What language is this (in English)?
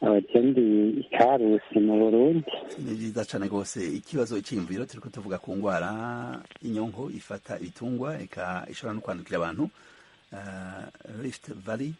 Rundi